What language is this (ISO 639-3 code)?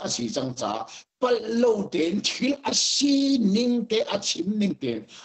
cnh